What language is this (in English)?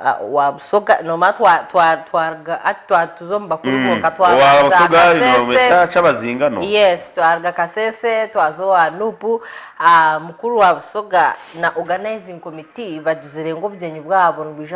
Nyankole